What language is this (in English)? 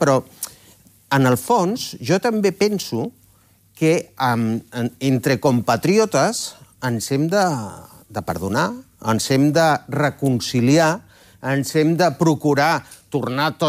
Catalan